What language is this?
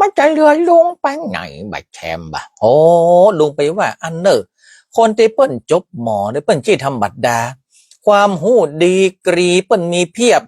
Northern Thai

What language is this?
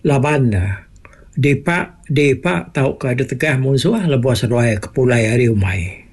Iban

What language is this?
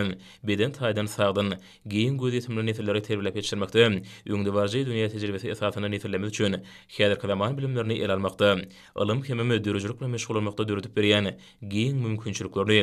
Turkmen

